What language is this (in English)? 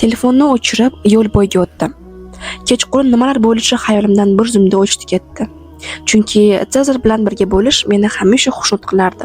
Uzbek